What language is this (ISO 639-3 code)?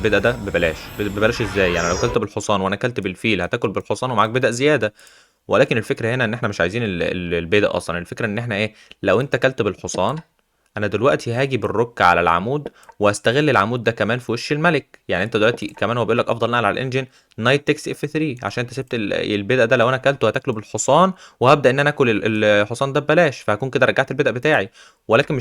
arz